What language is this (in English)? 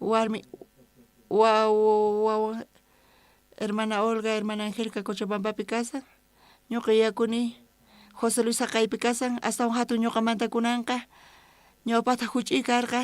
South Bolivian Quechua